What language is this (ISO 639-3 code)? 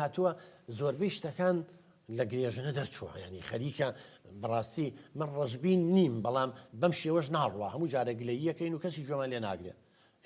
ckb